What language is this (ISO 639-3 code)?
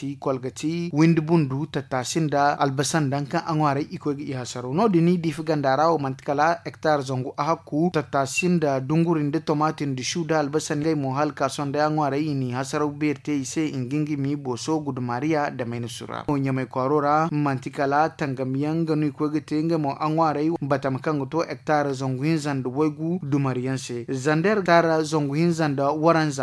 dje